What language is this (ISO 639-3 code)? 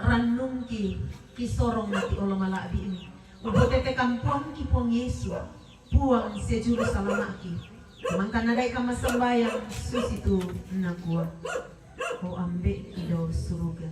sda